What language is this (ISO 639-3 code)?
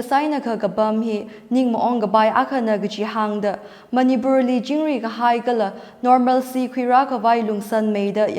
nmf